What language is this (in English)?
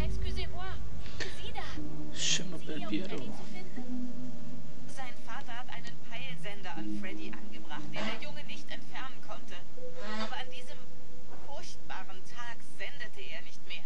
Swiss German